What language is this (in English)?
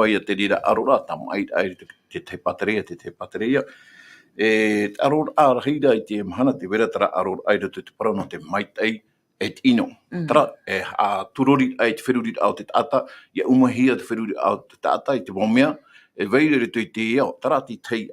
Tahitian